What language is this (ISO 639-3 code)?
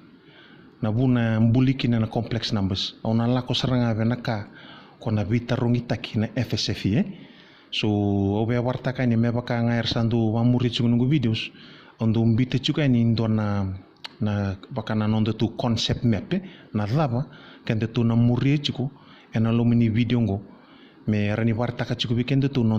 fij